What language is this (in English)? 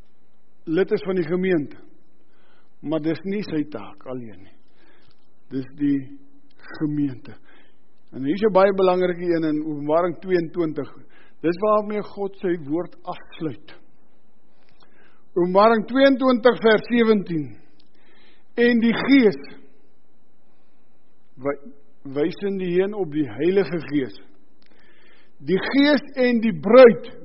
Afrikaans